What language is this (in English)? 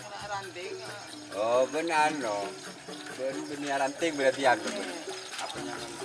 Madurese